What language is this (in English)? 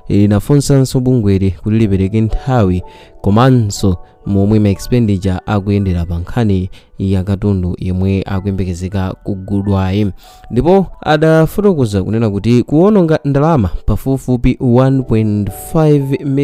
Nyanja